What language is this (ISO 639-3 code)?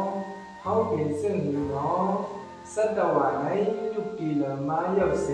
shn